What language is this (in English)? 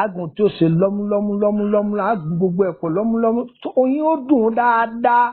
Yoruba